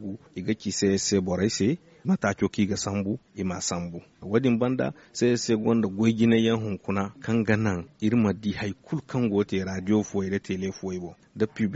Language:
Zarma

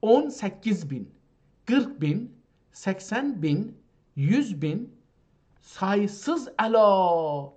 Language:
South Azerbaijani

